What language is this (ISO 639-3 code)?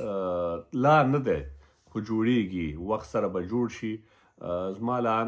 pus